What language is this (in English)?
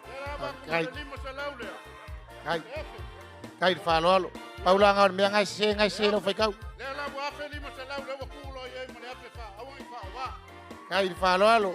Samoan